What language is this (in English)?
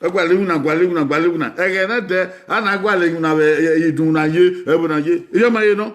Bini